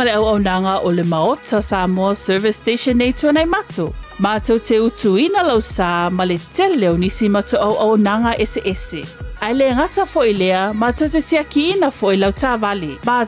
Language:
Samoan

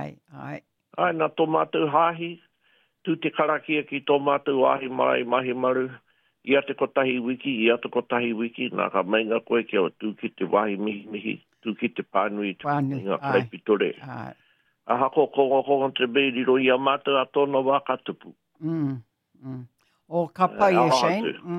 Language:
Māori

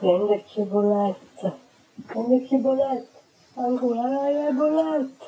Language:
Neapolitan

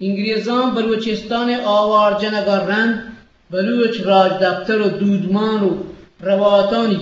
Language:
Eastern Balochi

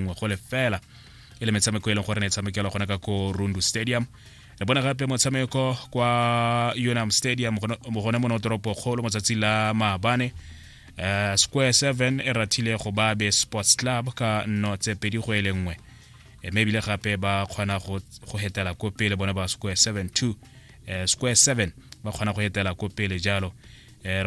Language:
Tswana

